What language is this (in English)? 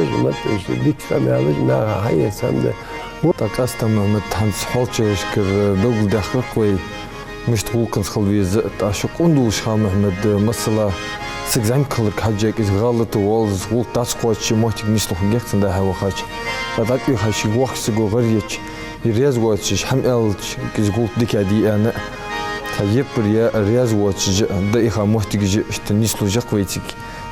Ingush